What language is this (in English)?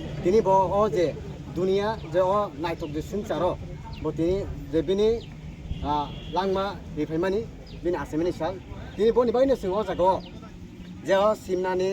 Kok Borok